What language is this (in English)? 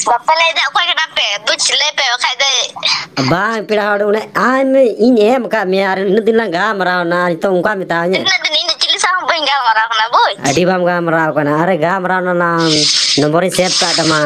Santali